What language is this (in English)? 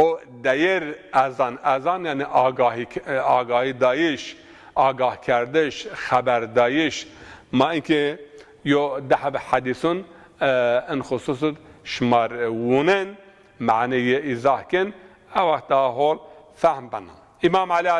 Zaza